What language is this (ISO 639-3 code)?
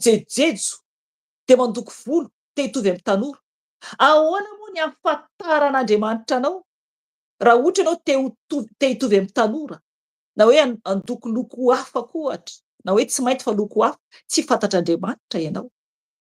mlg